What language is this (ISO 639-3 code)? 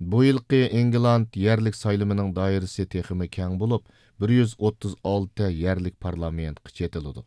uig